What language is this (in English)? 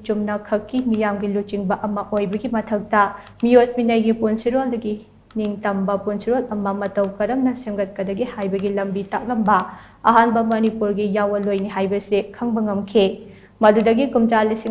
Manipuri